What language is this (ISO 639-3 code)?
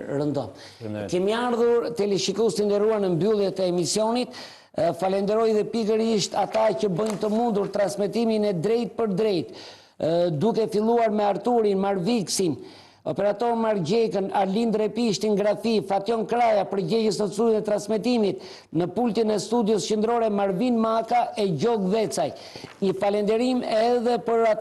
sqi